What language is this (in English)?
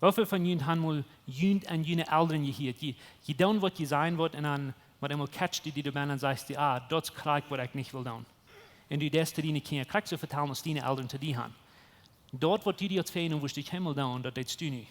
Plautdietsch